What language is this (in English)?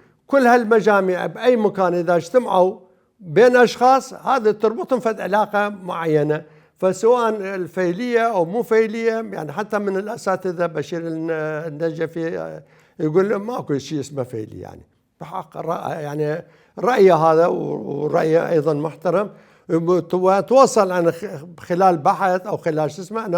Mesopotamian Arabic